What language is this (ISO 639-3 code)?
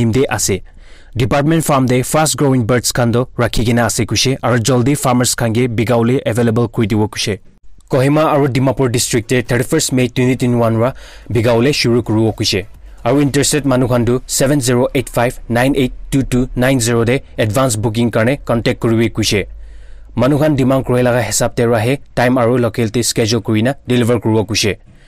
nag